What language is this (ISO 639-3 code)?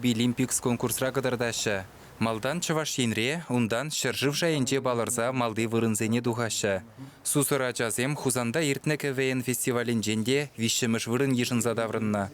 chv